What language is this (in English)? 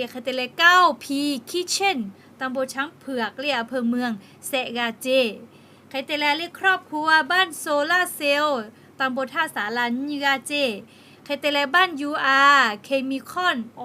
Lahu